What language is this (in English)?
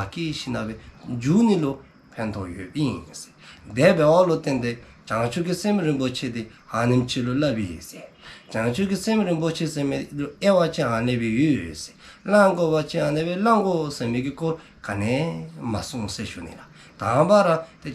Dzongkha